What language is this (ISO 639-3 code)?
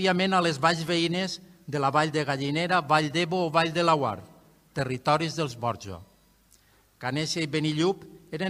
cat